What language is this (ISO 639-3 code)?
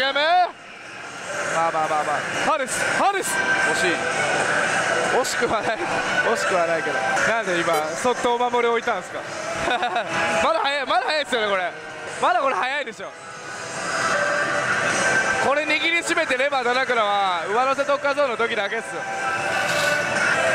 jpn